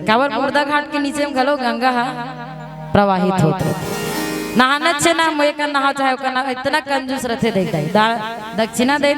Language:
Chhattisgarhi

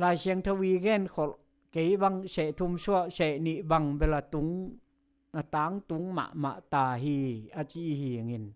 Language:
Tedim Chin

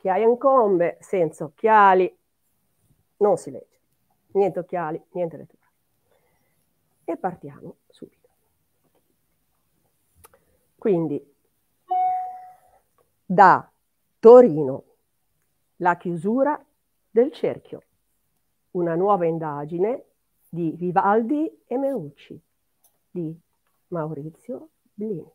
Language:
Italian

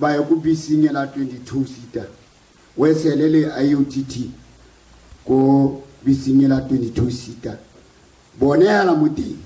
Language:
Tswana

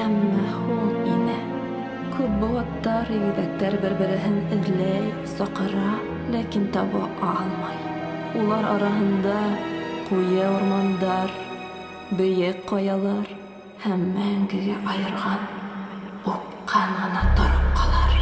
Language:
Bashkir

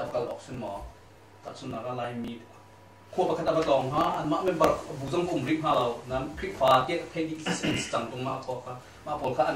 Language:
Hakha Chin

